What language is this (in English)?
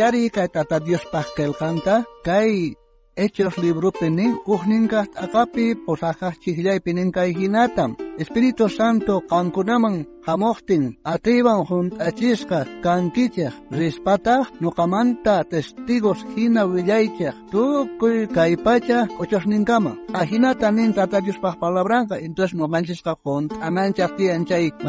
South Bolivian Quechua